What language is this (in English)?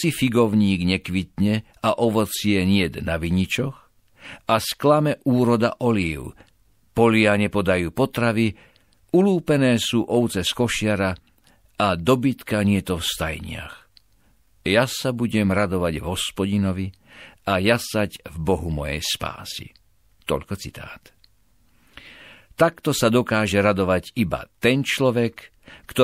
Slovak